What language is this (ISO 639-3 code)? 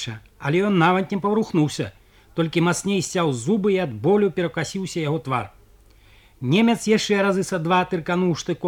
bel